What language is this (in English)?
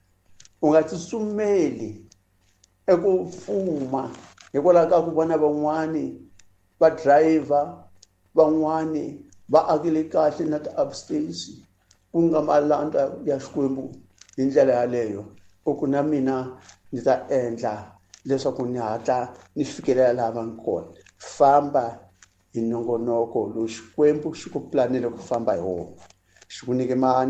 Tsonga